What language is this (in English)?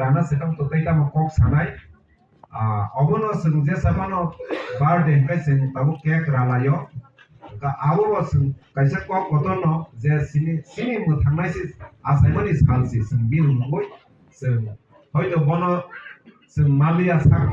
Kok Borok